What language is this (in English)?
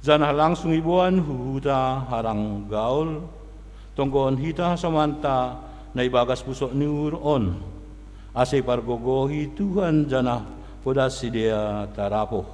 Batak Simalungun